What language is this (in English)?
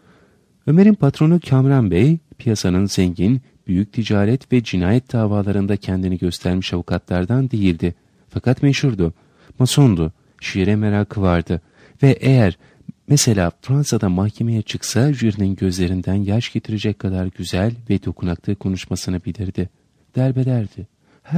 Turkish